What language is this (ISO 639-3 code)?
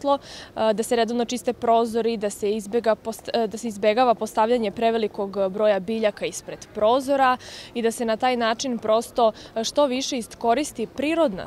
srp